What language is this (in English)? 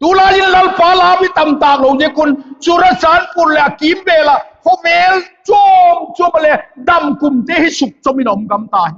Vaiphei